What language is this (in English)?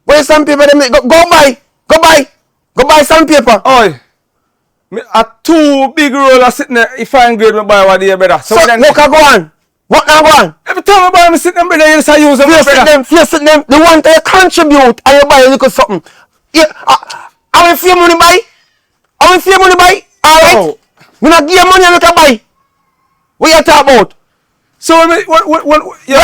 Jamaican Creole English